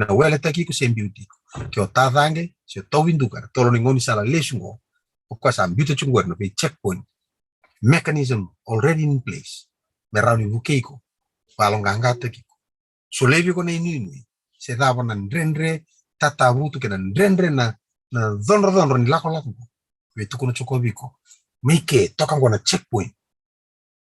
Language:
Fijian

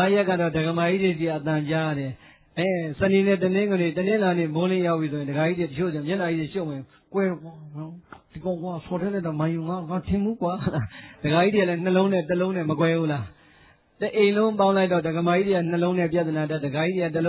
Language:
Burmese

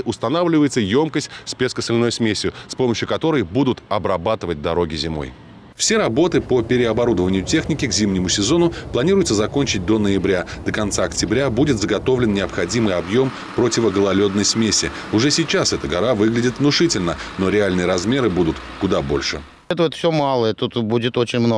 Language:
Russian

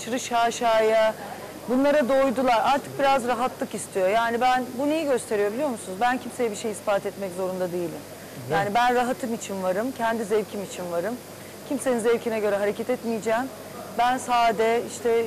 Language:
Turkish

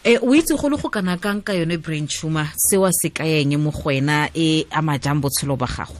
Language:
Tswana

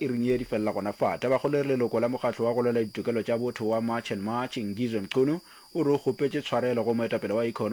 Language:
Northern Sotho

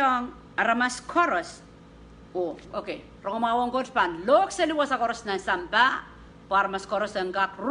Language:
Pohnpeian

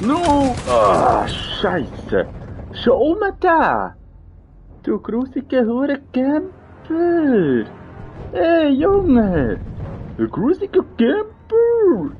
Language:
Swiss German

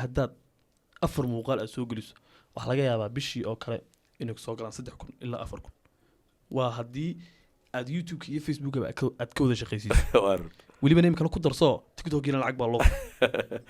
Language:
Somali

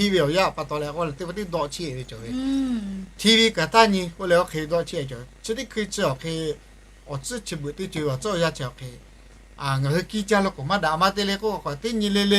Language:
Lahu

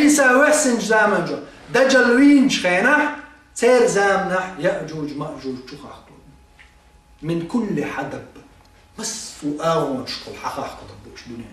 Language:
Chechen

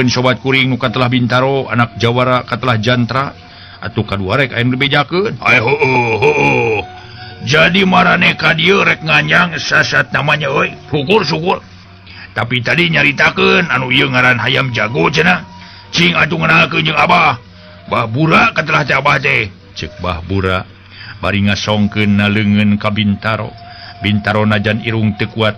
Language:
Sundanese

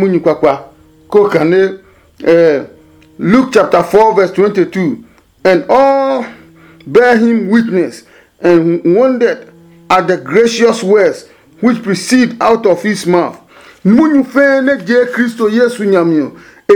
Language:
Adangme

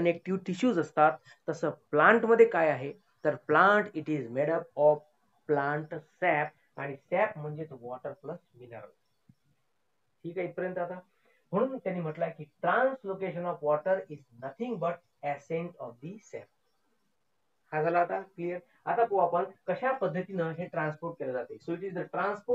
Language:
Marathi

